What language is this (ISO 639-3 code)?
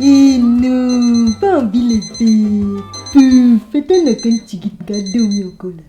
mfe